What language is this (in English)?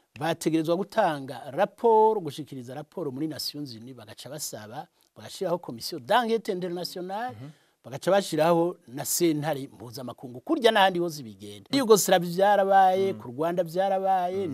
Rundi